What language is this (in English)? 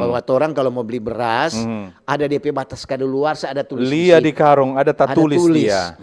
Manado Malay